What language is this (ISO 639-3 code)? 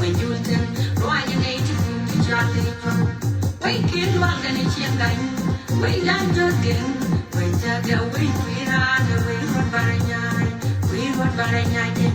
nus